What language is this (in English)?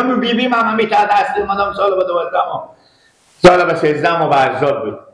Persian